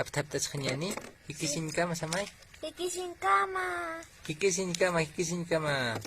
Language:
Aymara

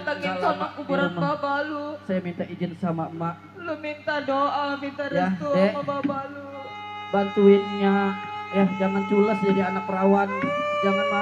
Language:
Betawi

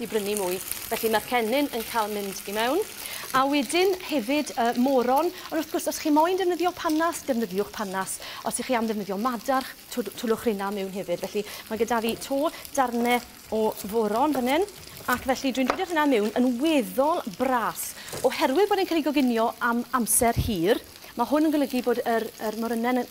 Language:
Welsh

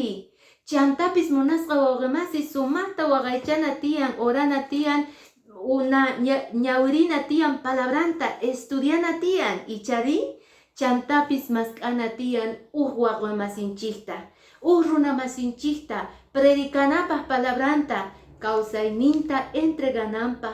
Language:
Quechua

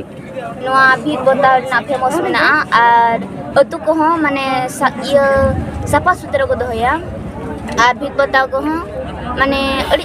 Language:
Santali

